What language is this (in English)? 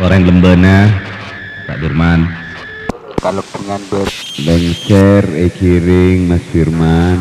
Madurese